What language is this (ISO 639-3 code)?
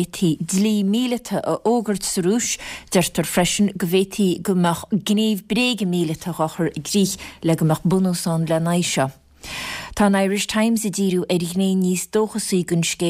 gle